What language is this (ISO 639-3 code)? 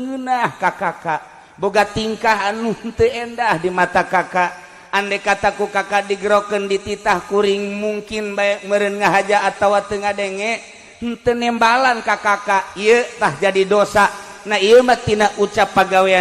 sun